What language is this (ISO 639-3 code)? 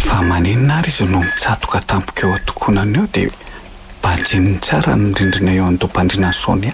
mlg